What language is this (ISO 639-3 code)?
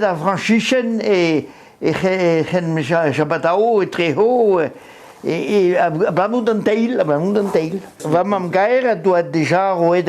bre